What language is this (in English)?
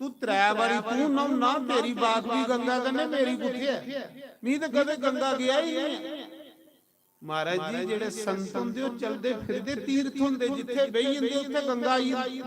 Dogri